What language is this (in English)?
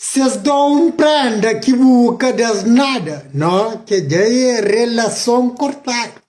Kabuverdianu